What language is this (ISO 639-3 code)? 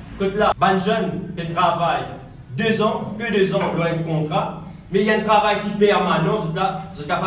mfe